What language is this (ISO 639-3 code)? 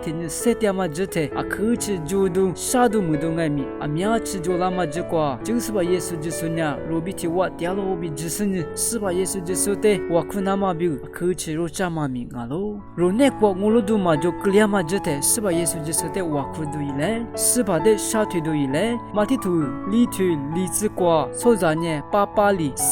lis